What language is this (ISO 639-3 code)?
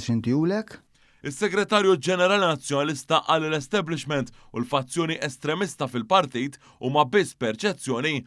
mlt